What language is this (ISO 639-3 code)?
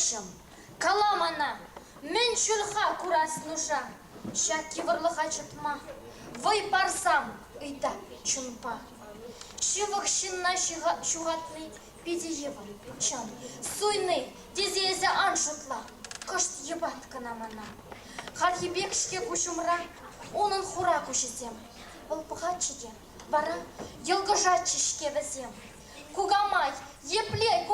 chv